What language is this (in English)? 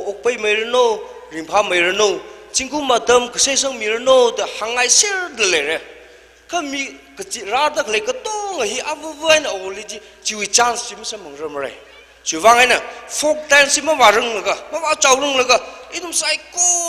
Tangkhul Naga (India)